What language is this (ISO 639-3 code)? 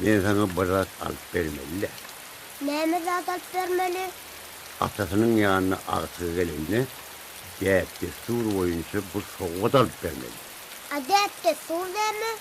tuk